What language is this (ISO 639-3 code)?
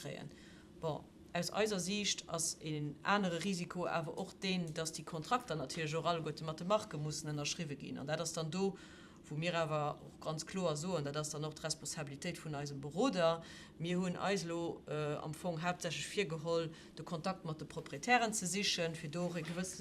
ltz